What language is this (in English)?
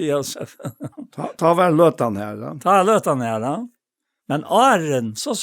Faroese